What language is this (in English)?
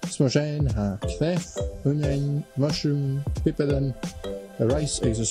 Scottish Gaelic